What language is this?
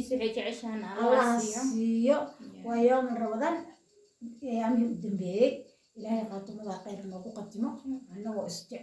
Somali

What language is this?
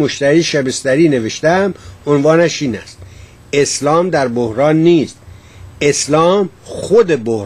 Persian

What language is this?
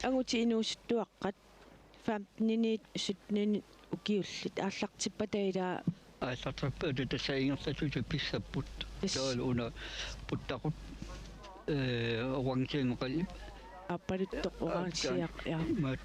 Kalaallisut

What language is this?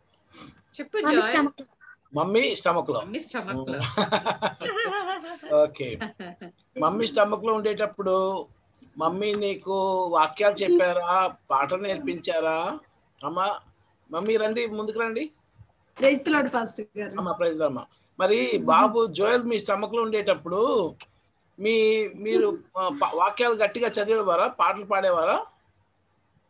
Telugu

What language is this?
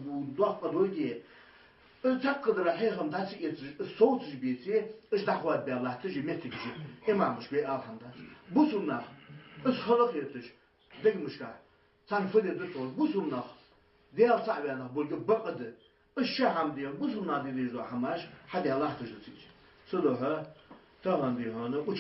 Ingush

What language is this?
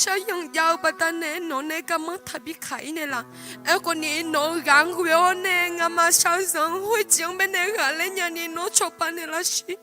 Akha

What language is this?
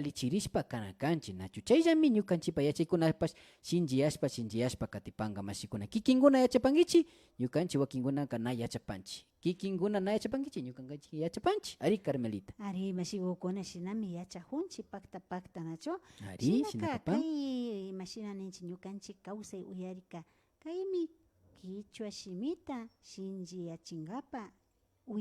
Imbabura Highland Quichua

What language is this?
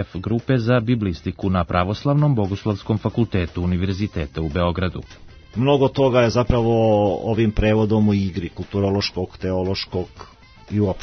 Serbian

